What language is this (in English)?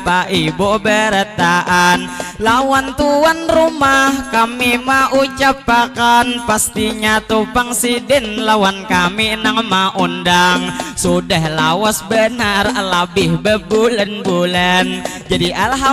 Banjar